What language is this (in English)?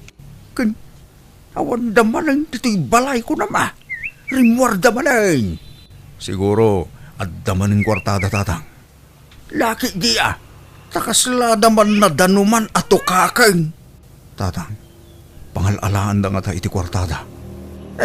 Iloko